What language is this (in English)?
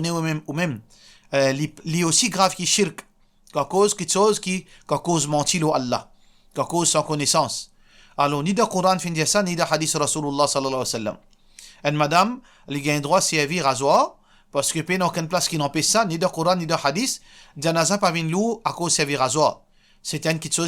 Morisyen